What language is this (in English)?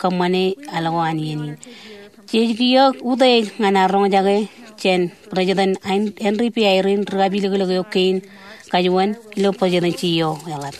Marshallese